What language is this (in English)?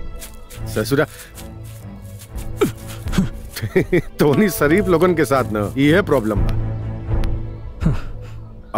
Bhojpuri